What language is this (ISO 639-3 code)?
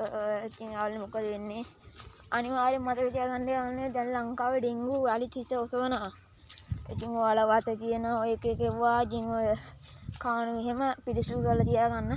sin